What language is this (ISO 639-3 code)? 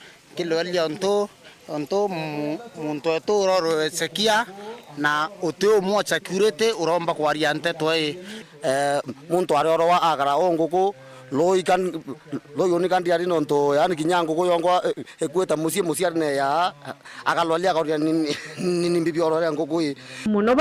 mer